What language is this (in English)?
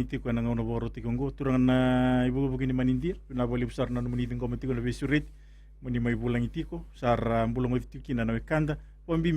Fijian